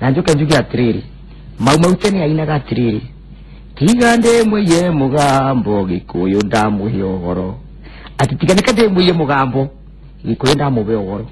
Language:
Kikuyu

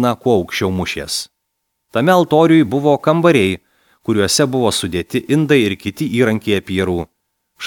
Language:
Lithuanian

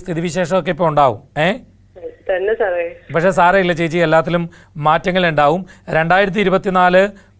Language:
Malayalam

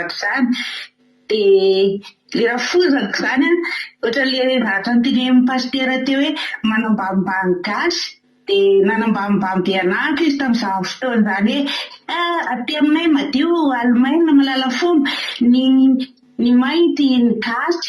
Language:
Malagasy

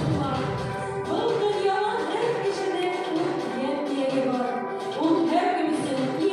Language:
Bashkir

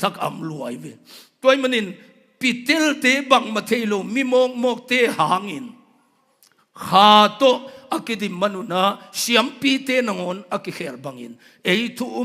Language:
Tedim Chin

